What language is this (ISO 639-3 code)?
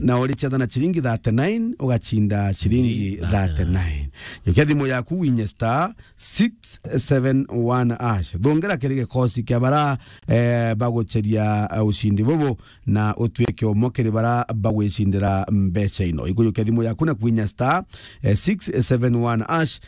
mer